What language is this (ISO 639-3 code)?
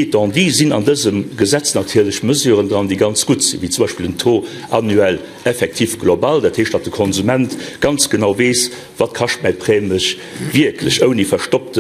ltz